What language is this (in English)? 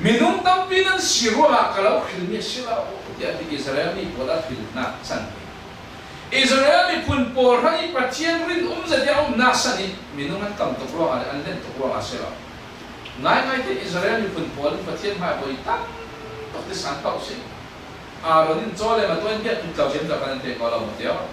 Falam Chin